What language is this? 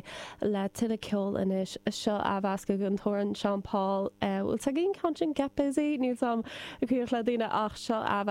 Irish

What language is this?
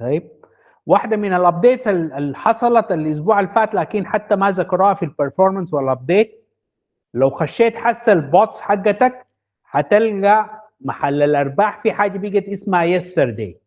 Sudanese Arabic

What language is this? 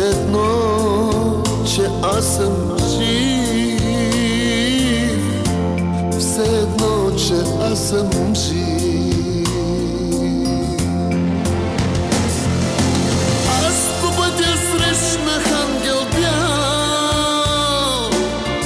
Bulgarian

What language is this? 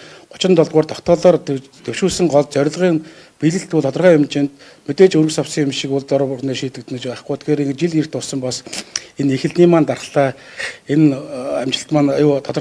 Mongolian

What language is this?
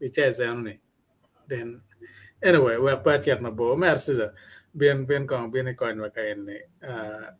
Acoli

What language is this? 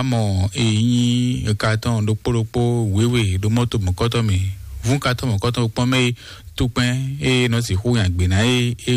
Fon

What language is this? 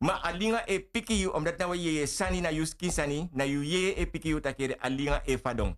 Sranan Tongo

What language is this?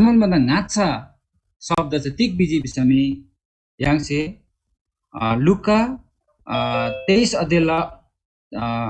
Eastern Tamang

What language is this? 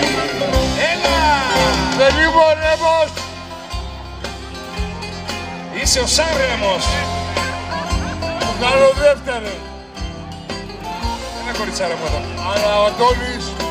Greek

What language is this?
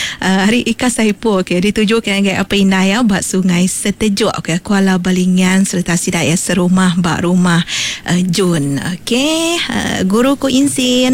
Iban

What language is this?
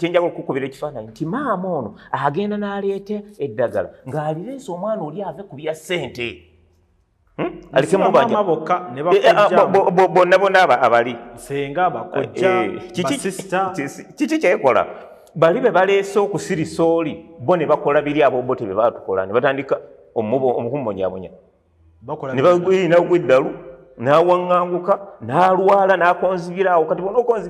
Ganda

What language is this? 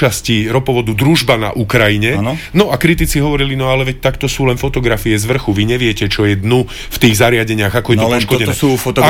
Slovak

